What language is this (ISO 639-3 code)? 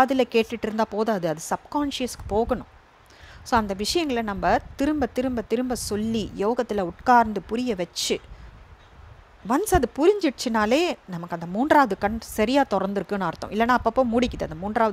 tam